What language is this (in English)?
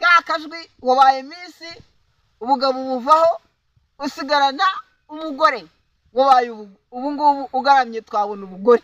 Kinyarwanda